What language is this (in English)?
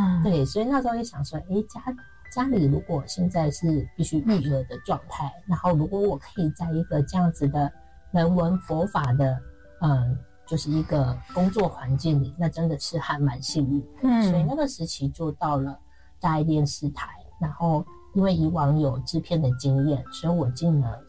Chinese